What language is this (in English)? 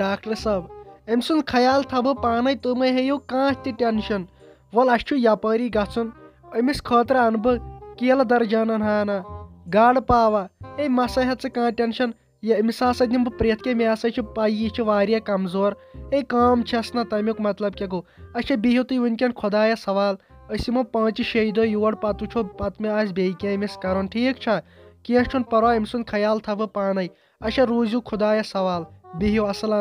Kashmiri